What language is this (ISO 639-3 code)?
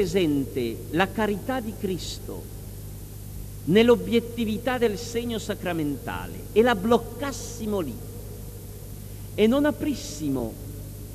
ita